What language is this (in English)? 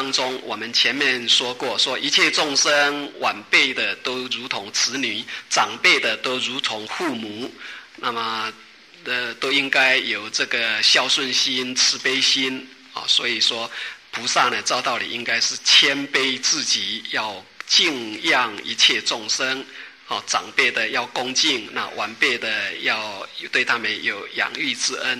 Chinese